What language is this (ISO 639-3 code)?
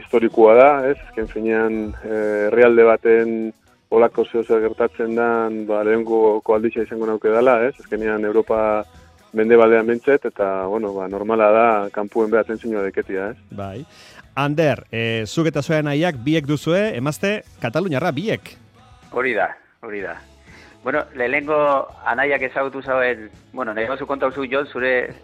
eus